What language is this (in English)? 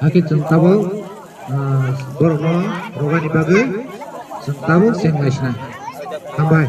Kok Borok